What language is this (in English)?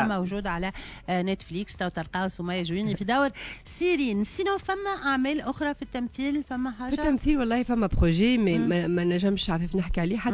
Tunisian Arabic